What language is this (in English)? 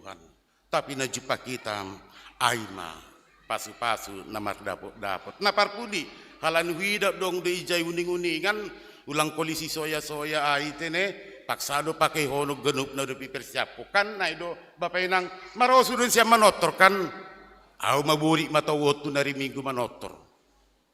Batak Simalungun